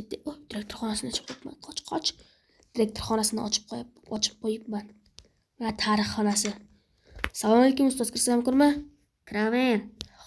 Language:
Uzbek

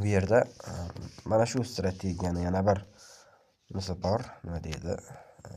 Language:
Uzbek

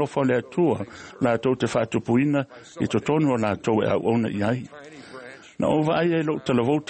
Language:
Samoan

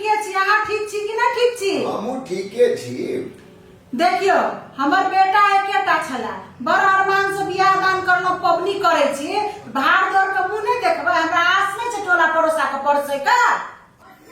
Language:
Maithili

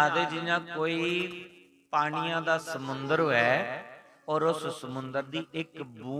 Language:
Dogri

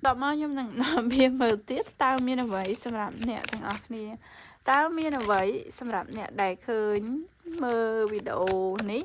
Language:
Khmer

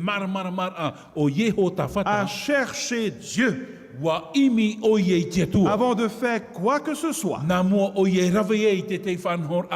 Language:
Tahitian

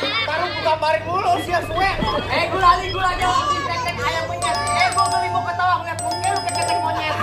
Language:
Betawi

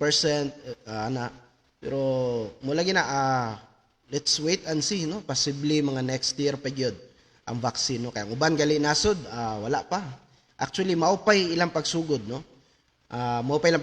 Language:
Cebuano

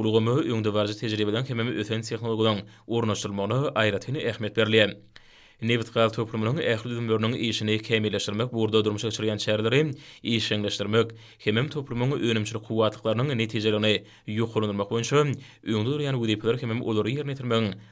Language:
Turkmen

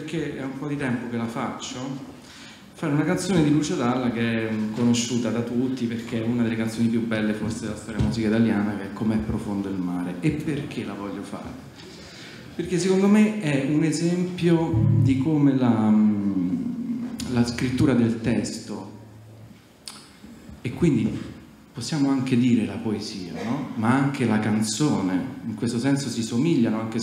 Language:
Italian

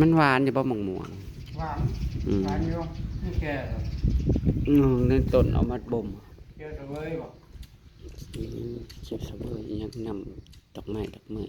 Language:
Northeastern Thai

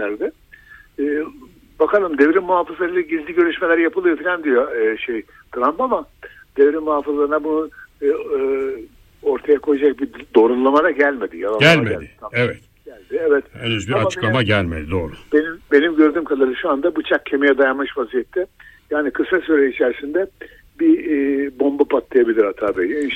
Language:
Turkish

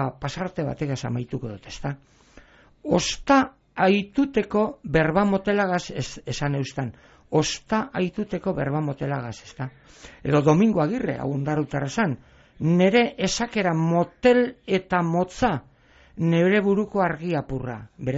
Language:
Basque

